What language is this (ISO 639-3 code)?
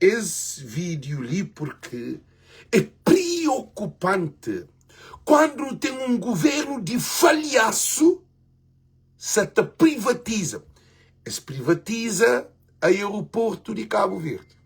kea